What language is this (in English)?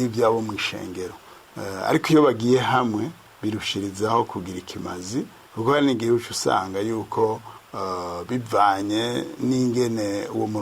Rundi